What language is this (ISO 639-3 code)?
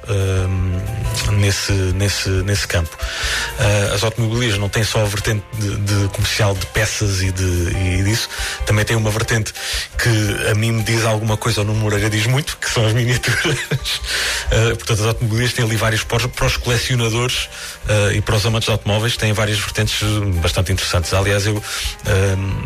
por